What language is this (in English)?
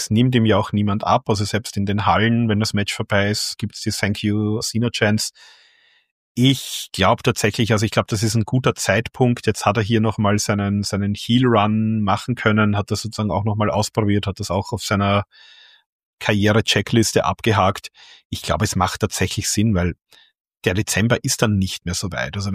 German